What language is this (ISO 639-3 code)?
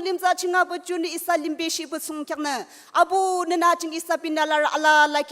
nag